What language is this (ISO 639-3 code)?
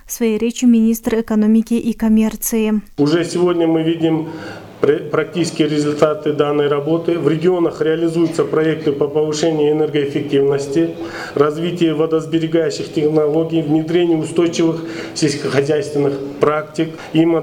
rus